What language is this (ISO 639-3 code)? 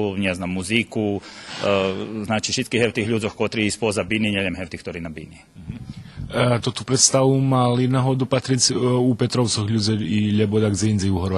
rue